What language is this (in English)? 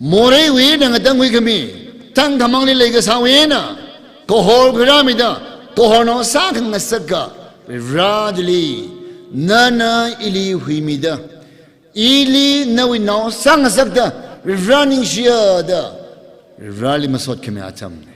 Tangkhul Naga (India)